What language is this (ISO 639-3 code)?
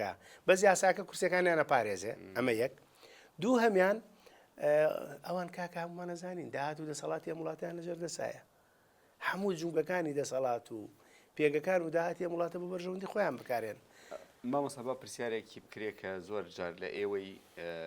ckb